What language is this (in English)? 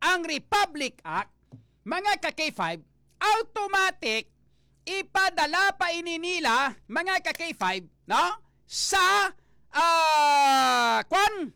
Hiligaynon